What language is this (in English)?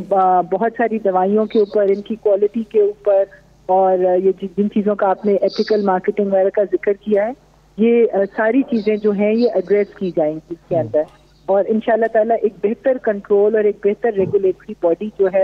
Urdu